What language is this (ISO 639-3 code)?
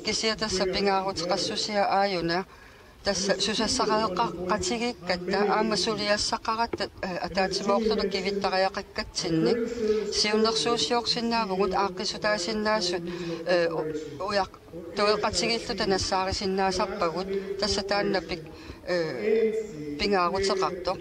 kal